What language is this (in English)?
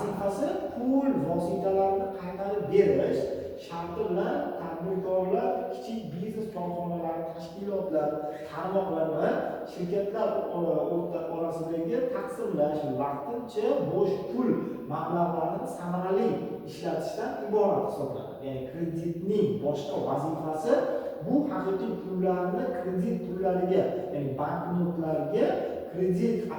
Uzbek